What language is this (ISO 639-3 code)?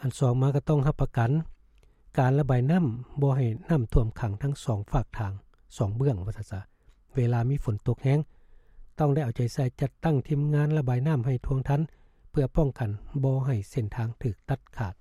lao